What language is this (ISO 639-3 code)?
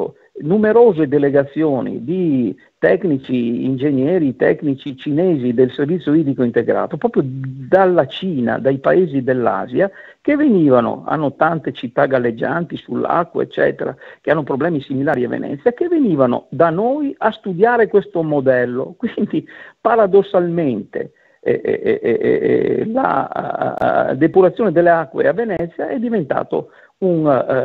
ita